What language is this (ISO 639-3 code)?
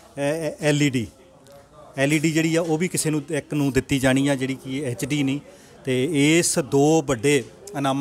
pan